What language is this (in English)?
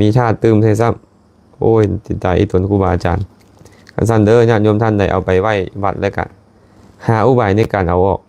Lao